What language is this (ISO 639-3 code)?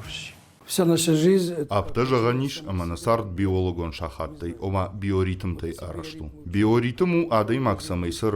oss